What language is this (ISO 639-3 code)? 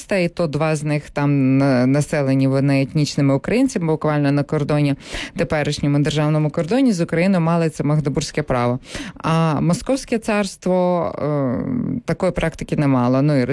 ukr